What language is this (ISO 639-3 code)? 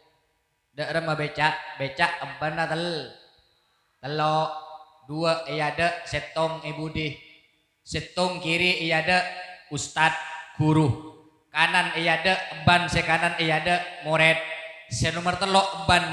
mad